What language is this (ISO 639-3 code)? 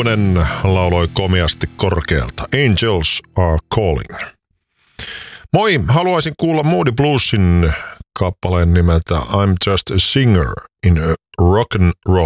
fin